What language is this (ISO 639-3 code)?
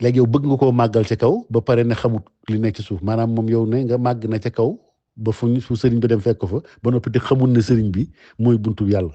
wol